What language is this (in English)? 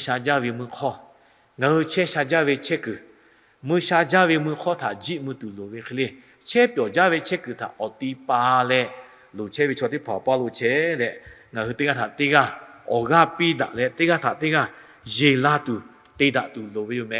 Lahu